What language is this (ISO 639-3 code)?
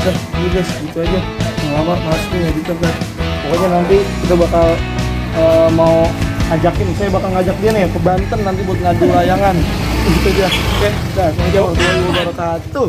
bew